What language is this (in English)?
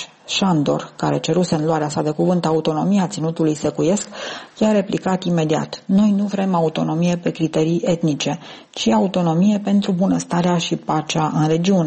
Romanian